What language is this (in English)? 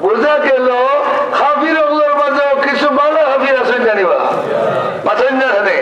Sylheti